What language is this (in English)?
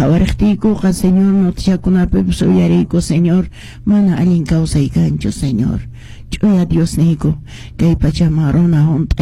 Quechua